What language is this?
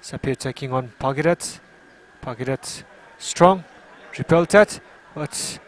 Tangkhul Naga (India)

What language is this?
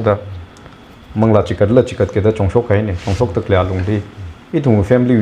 Tangkhul Naga (India)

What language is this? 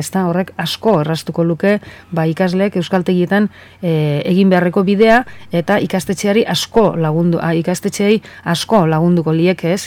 Basque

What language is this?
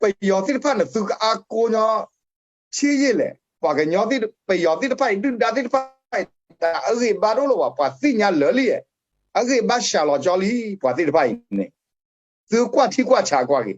S'gaw Karen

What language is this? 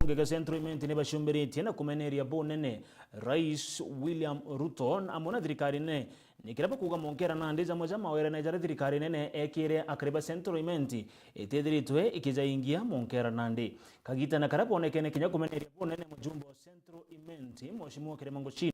Meru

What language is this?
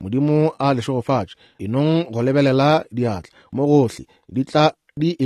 Northern Sotho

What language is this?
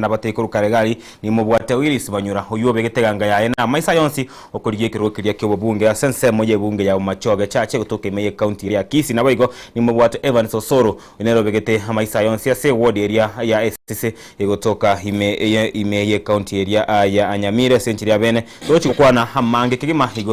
Gusii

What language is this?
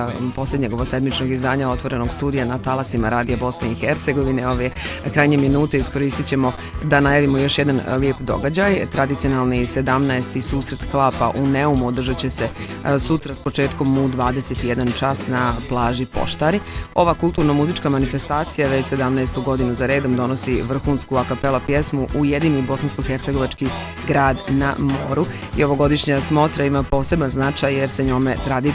Bosnian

